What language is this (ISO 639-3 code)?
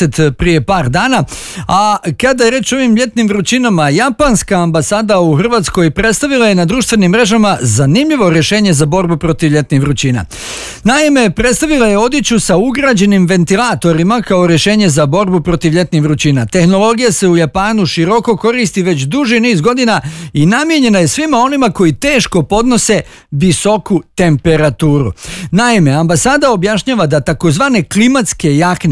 bos